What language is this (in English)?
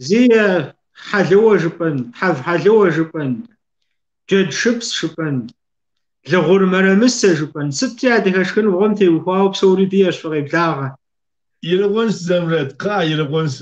Kabardian